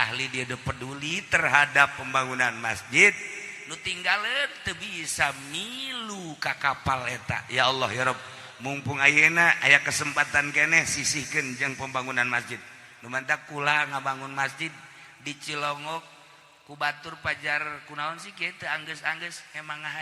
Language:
Sundanese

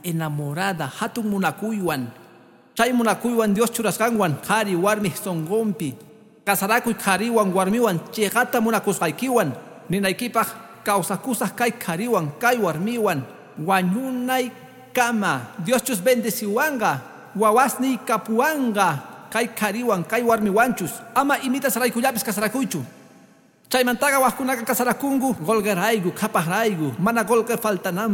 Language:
Quechua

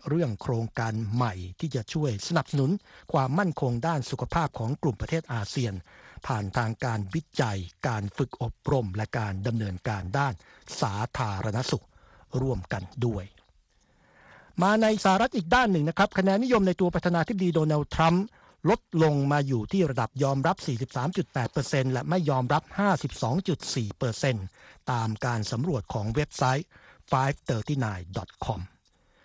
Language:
Thai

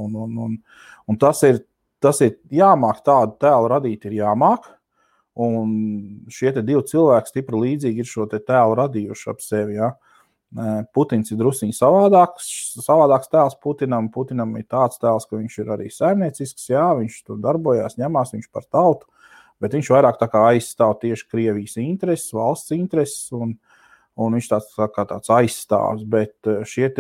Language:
Latvian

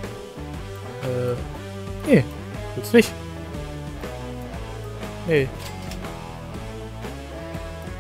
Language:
German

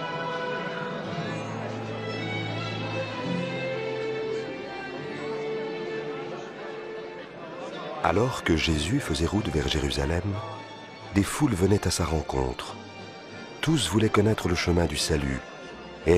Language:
French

